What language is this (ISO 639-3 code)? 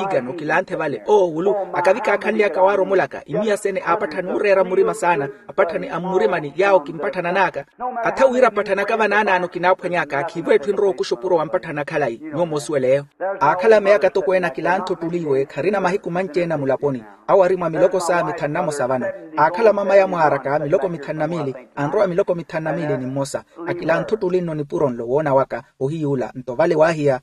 vmw